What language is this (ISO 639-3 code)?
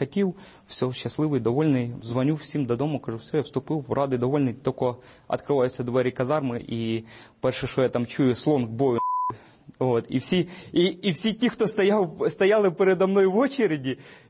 ukr